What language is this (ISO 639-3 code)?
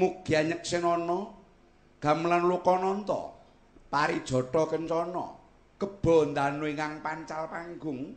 jav